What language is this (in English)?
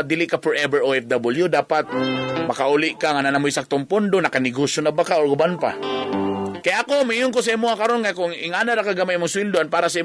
Cebuano